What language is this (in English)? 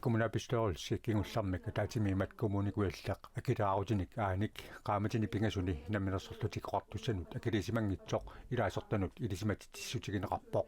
Kalaallisut